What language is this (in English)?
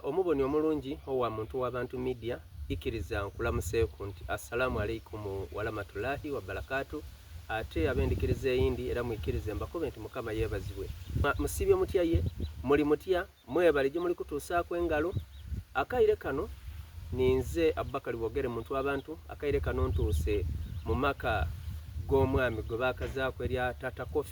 Soga